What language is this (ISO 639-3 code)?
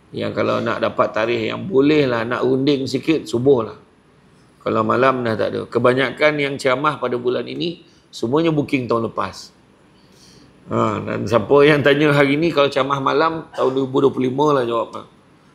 msa